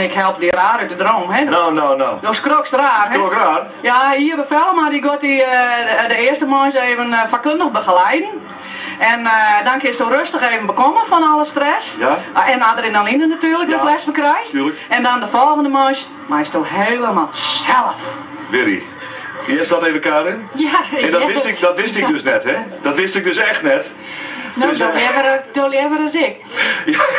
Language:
Western Frisian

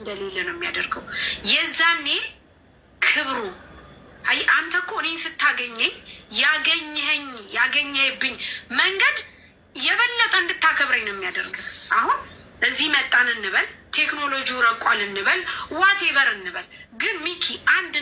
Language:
Amharic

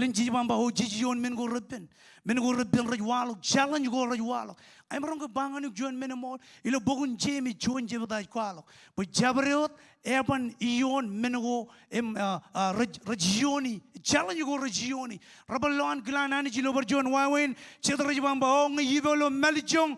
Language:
Marshallese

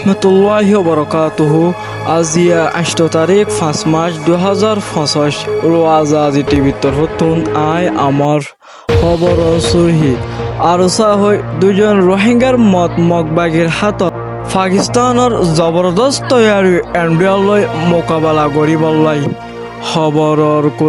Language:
Rohingya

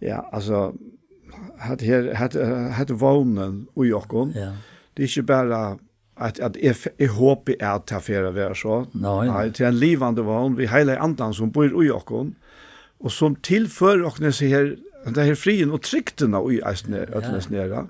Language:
Faroese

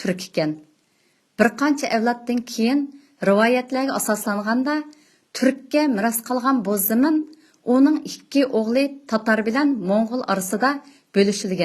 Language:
Uyghur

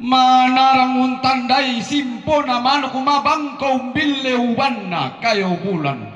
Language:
Toraja-Sa'dan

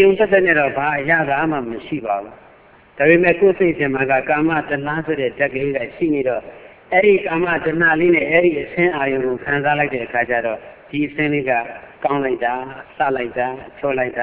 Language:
Burmese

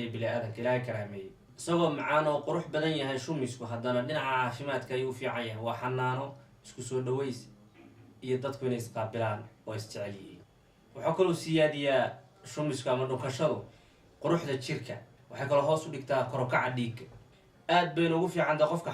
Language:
Somali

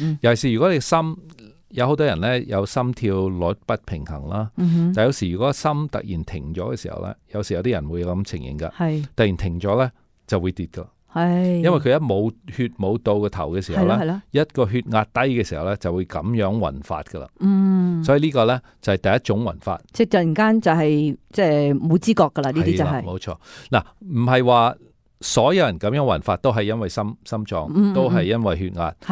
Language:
Cantonese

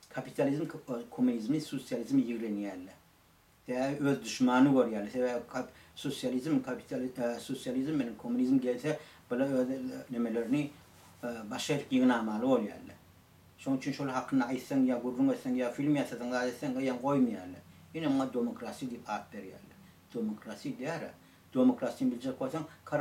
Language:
Turkmen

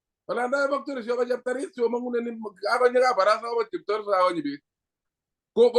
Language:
Kalenjin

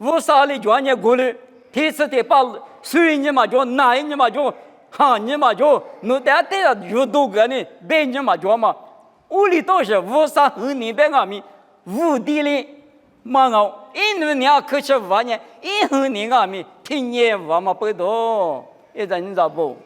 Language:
Lisu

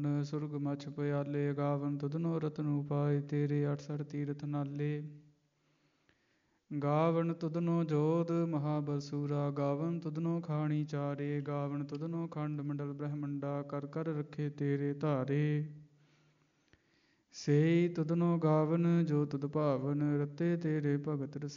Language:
Punjabi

